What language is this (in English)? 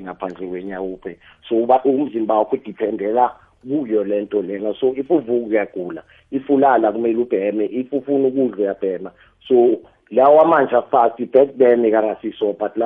South Ndebele